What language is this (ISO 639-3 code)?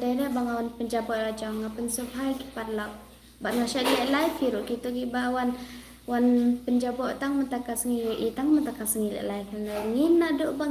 kha